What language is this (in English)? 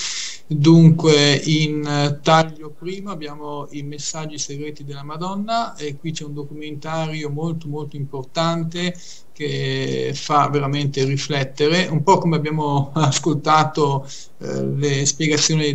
Italian